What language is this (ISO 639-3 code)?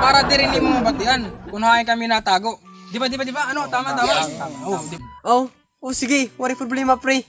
war